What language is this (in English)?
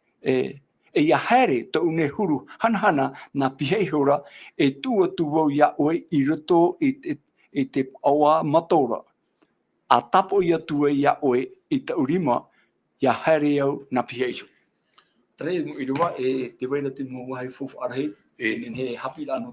Tahitian